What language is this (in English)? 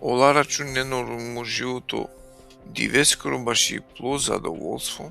Balkan Romani